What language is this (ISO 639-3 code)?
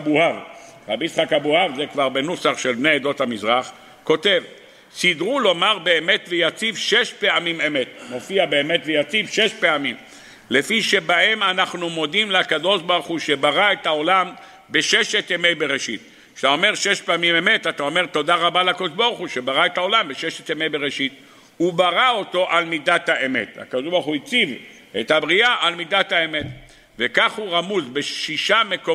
heb